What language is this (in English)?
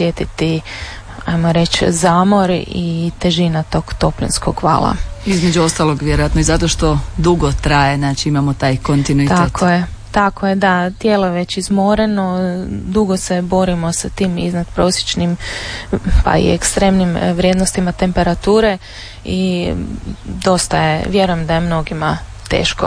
Croatian